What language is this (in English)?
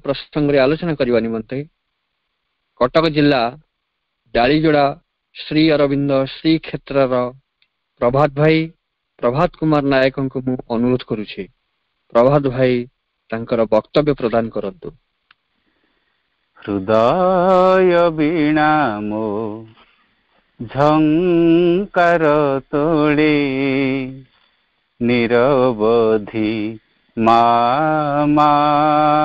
Odia